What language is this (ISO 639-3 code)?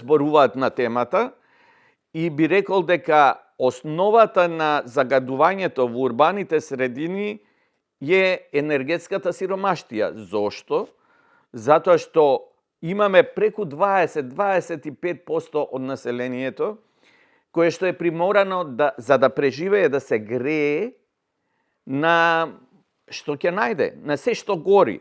mkd